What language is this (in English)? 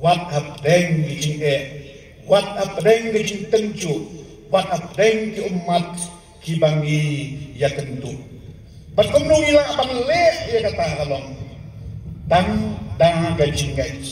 Khasi